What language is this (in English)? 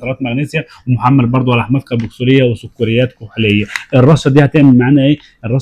Egyptian Arabic